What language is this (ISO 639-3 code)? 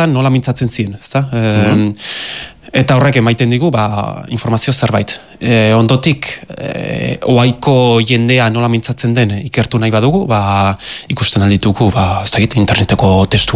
eus